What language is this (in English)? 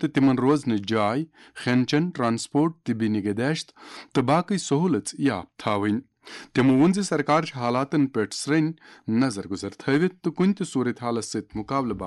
Kashmiri